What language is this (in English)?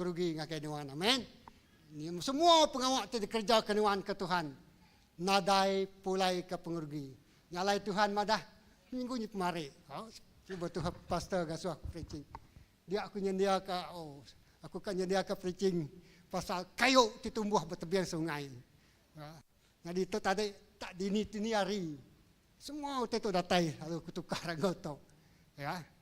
Iban